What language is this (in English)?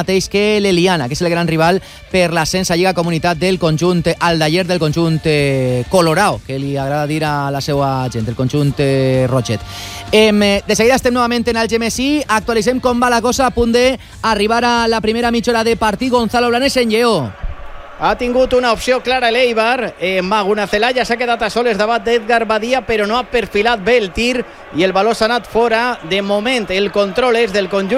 Catalan